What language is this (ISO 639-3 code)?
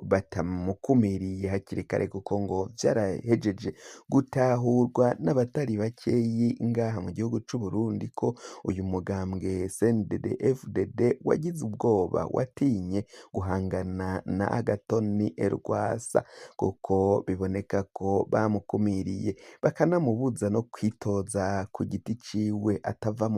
run